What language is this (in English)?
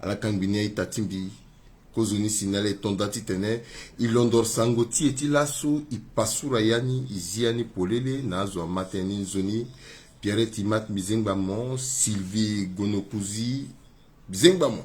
Sango